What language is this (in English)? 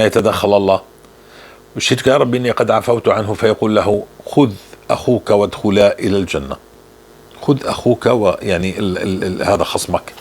North Levantine Arabic